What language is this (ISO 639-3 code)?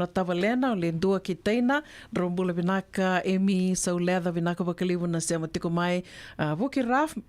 fij